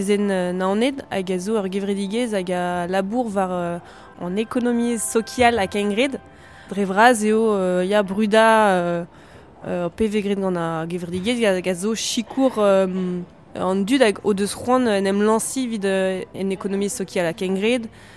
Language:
Breton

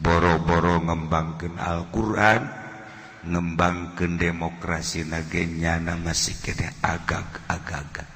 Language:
Sundanese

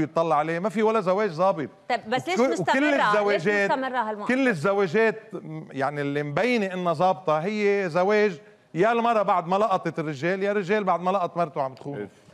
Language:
North Levantine Arabic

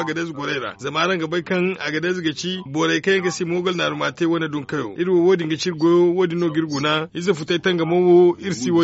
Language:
Zarma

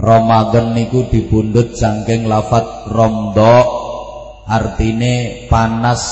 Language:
Javanese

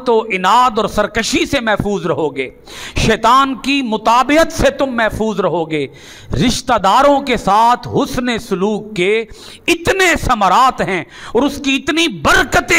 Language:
Urdu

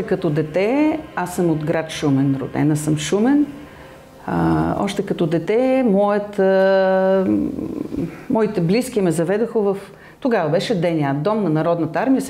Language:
Bulgarian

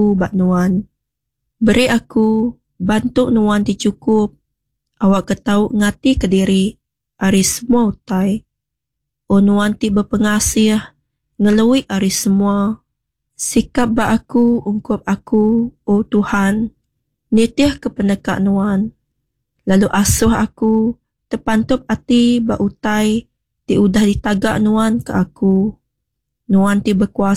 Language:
Iban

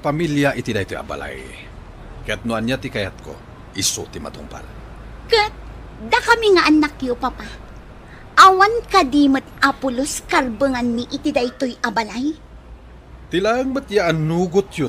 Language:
Iloko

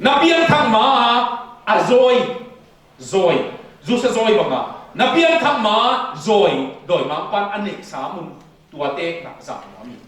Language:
Tedim Chin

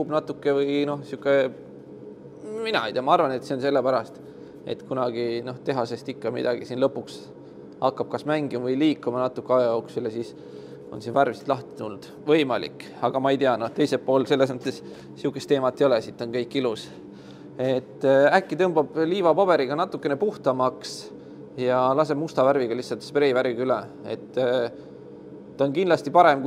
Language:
Estonian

